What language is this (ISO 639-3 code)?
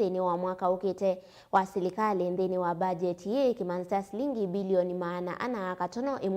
kam